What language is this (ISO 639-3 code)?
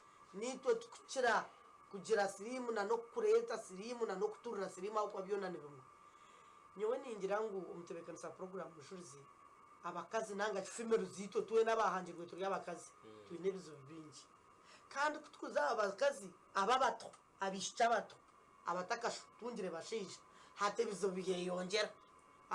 nyn